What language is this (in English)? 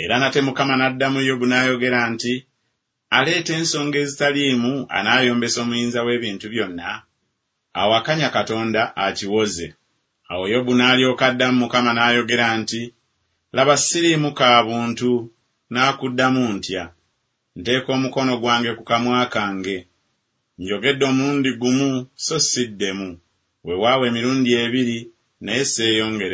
Ganda